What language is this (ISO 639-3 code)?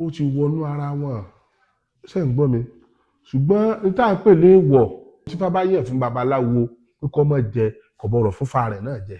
yor